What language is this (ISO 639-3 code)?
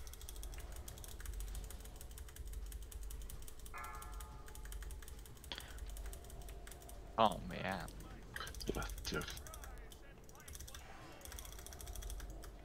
swe